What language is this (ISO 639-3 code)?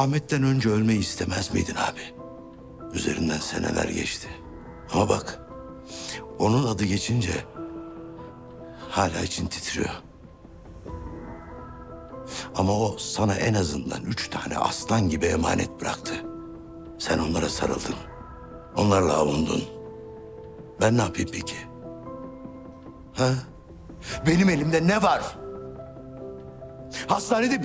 tur